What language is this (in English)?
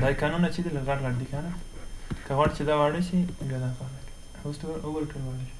Pashto